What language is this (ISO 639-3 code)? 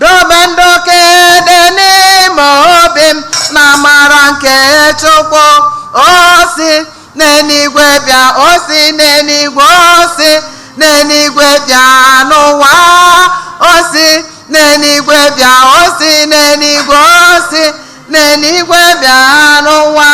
ibo